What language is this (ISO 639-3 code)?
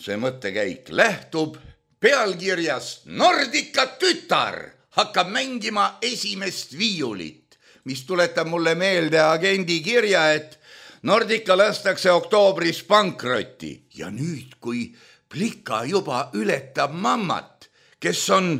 est